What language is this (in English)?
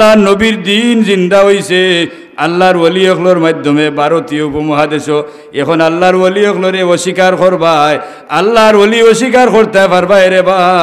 Sylheti